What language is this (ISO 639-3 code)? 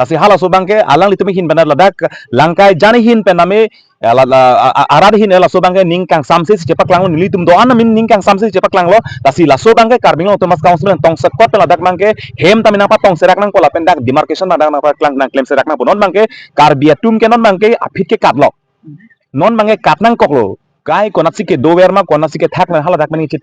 mjw